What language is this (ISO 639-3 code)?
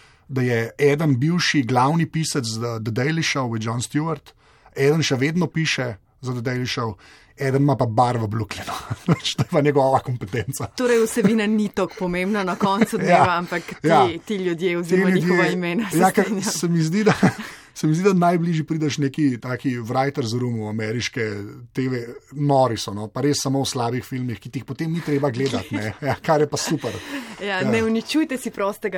slv